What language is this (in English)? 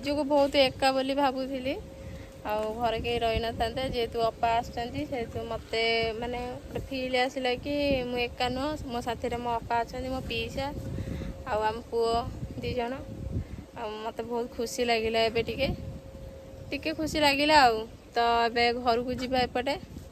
Odia